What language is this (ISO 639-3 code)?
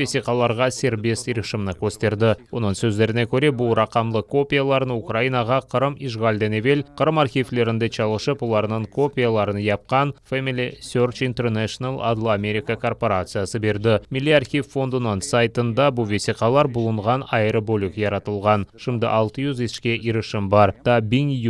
crh